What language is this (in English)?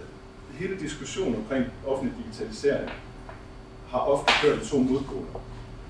Danish